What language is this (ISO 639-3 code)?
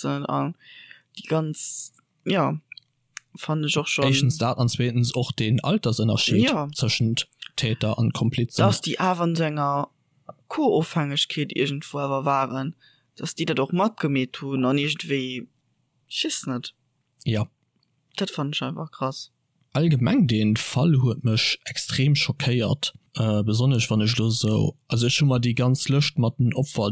ltz